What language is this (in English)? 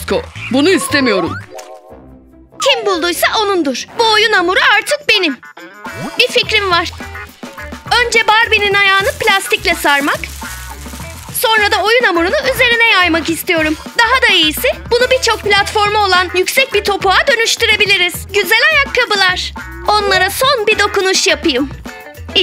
Turkish